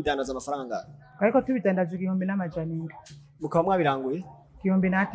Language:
Rundi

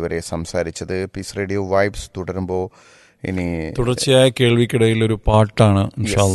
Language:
Malayalam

